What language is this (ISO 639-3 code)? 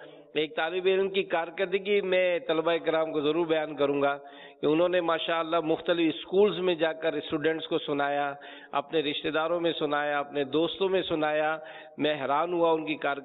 urd